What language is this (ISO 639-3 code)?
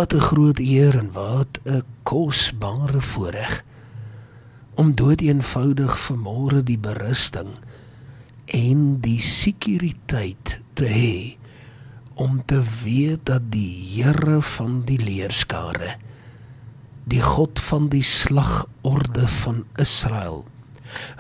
afr